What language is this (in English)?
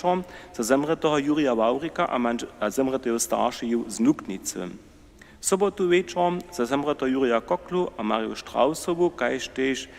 Upper Sorbian